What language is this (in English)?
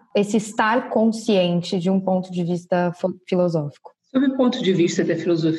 Portuguese